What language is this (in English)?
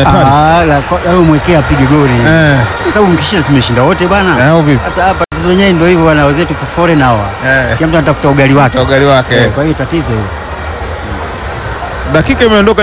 Swahili